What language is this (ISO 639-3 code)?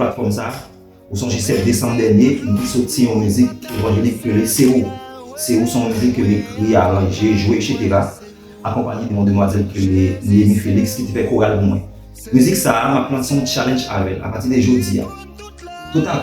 hat